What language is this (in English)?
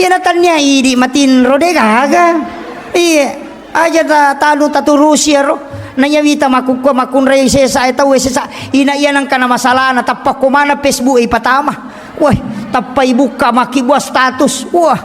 Buginese